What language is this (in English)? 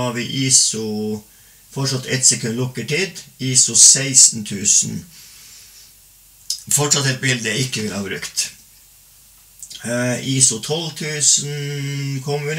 Norwegian